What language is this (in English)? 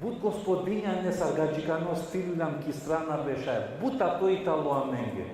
Balkan Romani